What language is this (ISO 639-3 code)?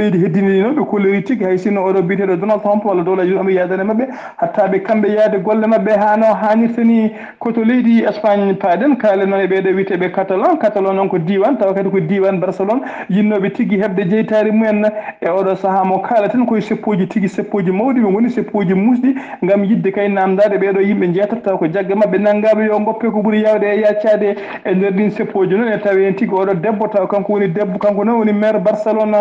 ful